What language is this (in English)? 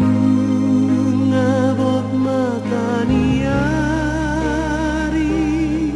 Batak Toba